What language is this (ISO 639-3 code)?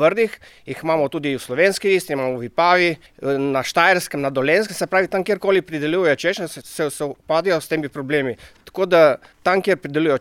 slv